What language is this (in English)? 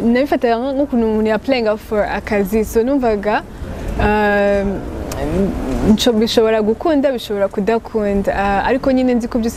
Kinyarwanda